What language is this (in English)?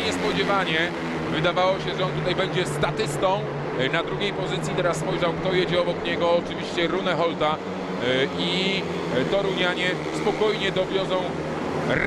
Polish